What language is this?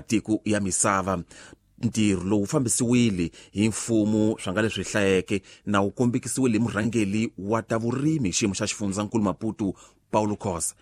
Tsonga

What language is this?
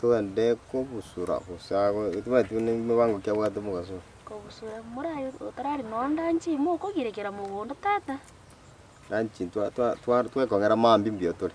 Gusii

